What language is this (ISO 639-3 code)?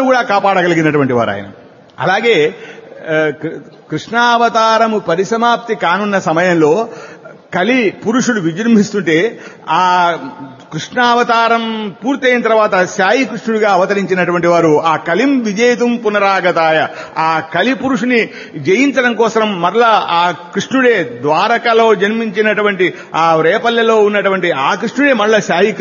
tel